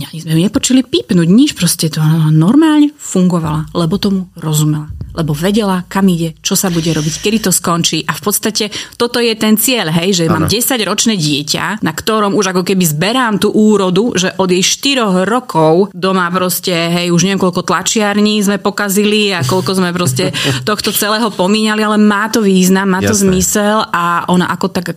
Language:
Slovak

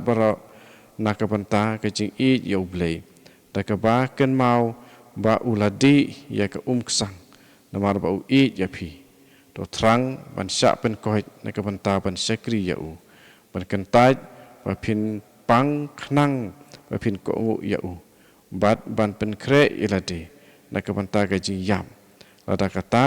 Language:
Khasi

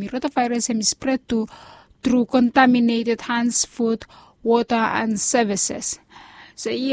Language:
Bislama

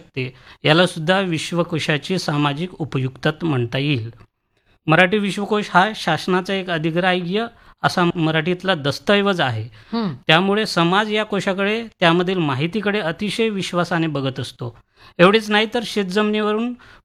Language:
Marathi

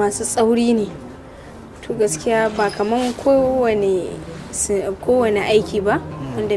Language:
Hausa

